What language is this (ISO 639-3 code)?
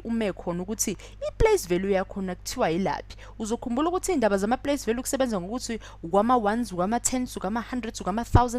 zul